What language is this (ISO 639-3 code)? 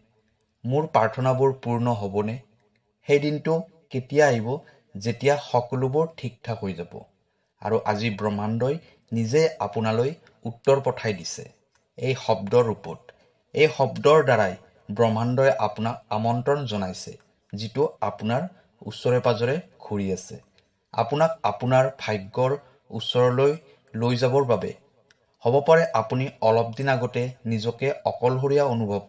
asm